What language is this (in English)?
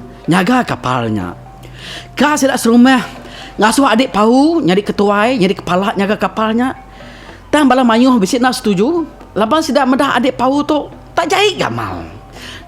Iban